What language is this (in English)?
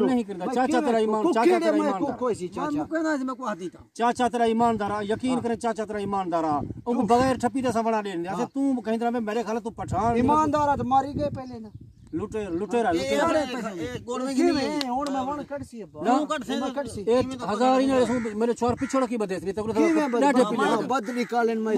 Saraiki